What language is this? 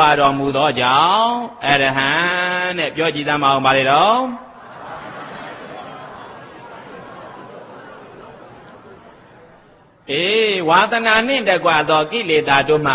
Burmese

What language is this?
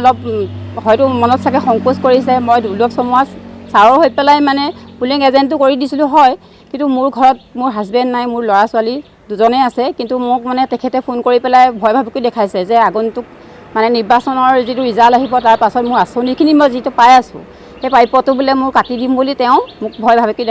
Assamese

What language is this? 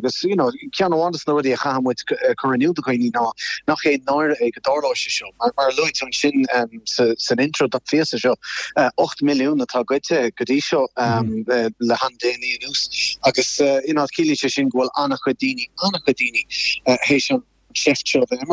Irish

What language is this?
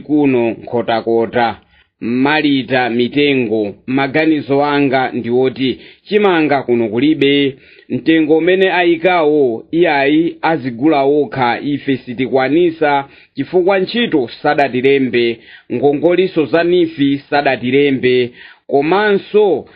Nyanja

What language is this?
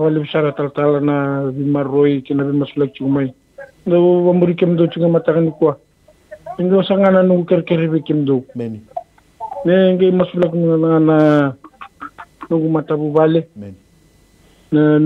Fijian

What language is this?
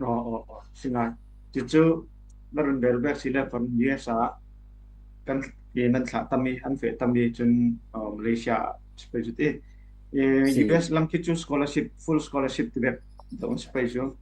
Falam Chin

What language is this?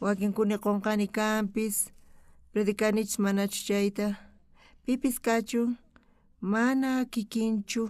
South Bolivian Quechua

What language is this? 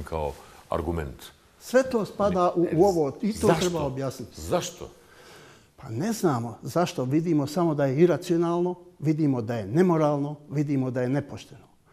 Bosnian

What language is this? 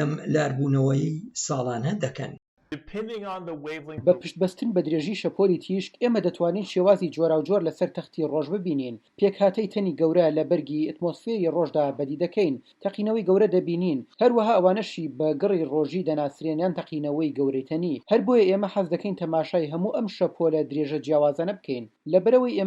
Central Kurdish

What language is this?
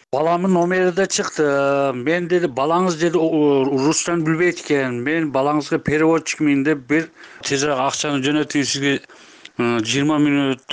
Kyrgyz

